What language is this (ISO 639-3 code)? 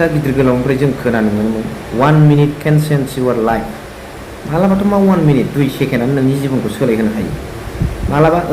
brx